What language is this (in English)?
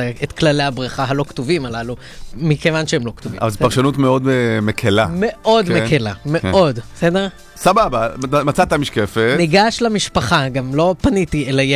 Hebrew